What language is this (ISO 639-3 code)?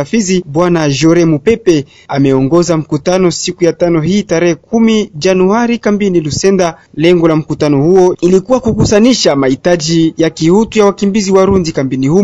swa